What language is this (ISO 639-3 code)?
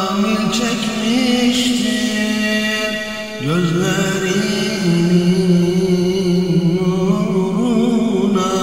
tur